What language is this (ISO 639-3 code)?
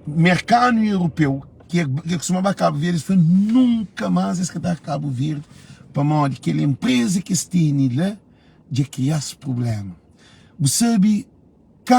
kea